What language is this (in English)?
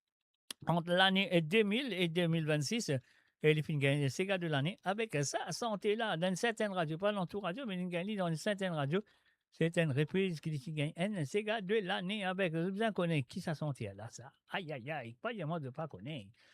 Morisyen